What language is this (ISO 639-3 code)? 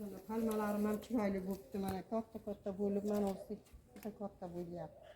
uzb